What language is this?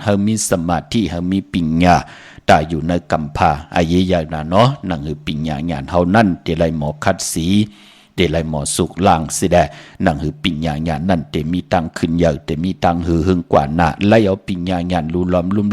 Shan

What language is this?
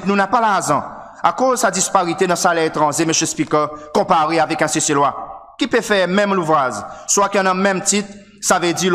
Seselwa Creole French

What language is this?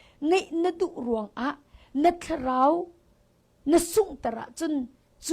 Hakha Chin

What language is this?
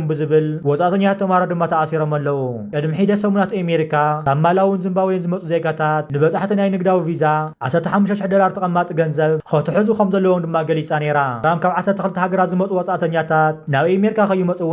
Tigrinya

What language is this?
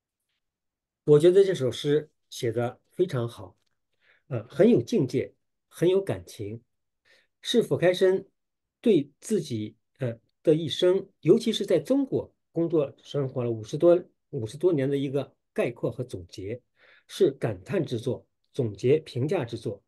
Chinese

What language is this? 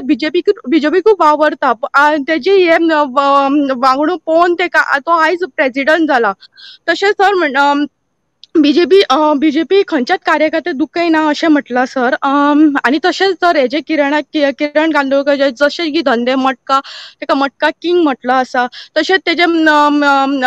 Konkani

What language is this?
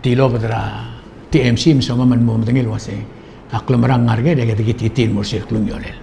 Palauan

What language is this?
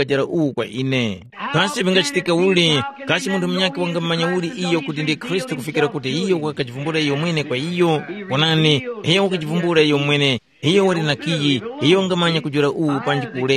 Tumbuka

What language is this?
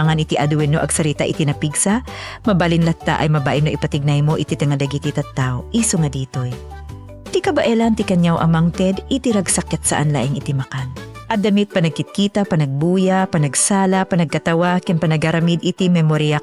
Iloko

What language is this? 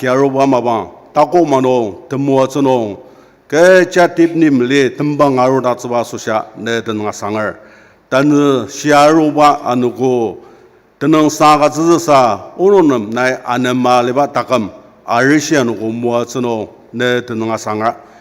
Ao Naga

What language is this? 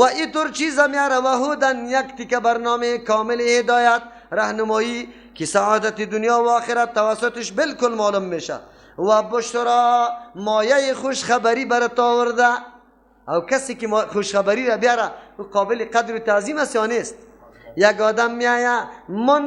Persian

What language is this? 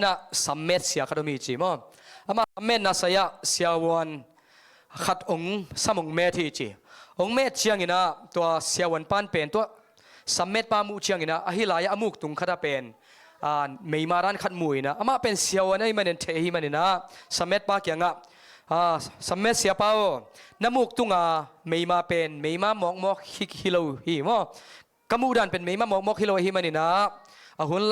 Tedim Chin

